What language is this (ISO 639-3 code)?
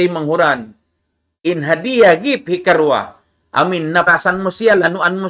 tsg